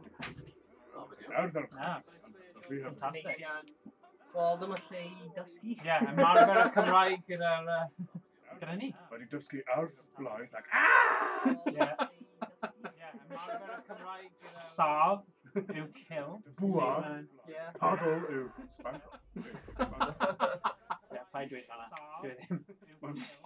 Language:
Welsh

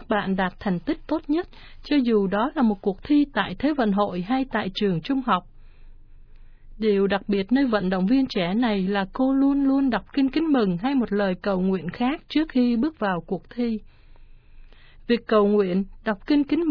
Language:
Vietnamese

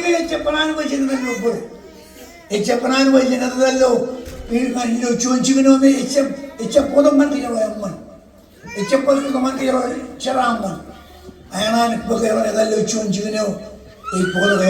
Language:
Marshallese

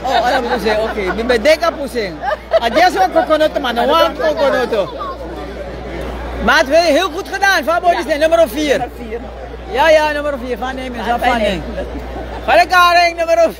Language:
Dutch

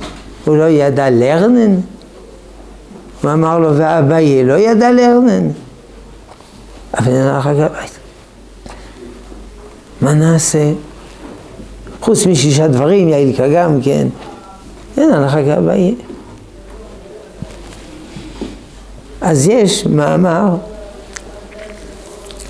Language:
Hebrew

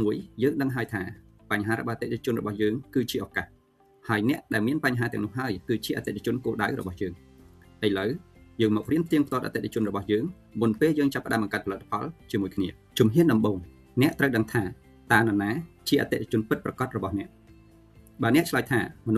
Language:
Khmer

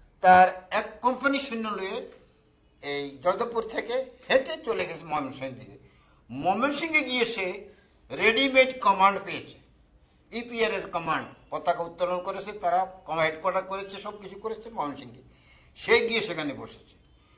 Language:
Bangla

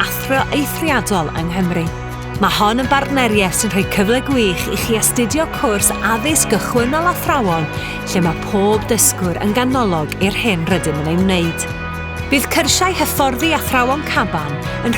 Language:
Welsh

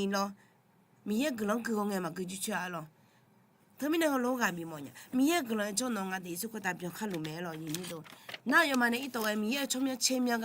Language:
Akha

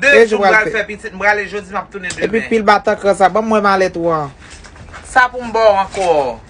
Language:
Haitian Creole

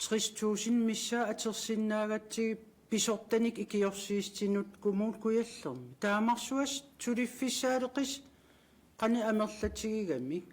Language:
Kalaallisut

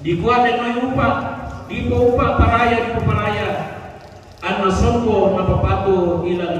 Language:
Toraja-Sa'dan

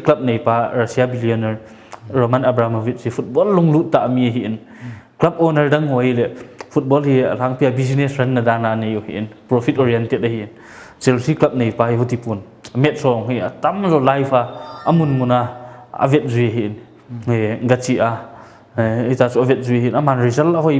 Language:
Paite Chin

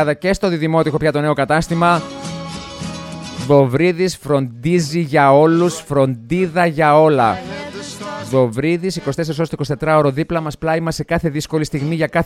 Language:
Greek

